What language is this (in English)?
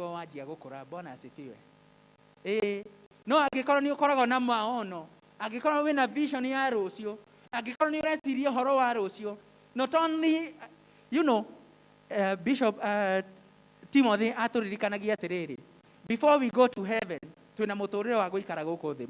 Kikuyu